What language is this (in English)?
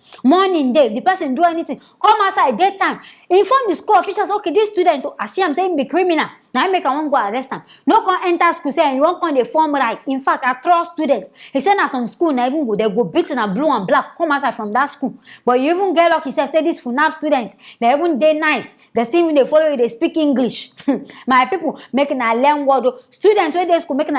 Nigerian Pidgin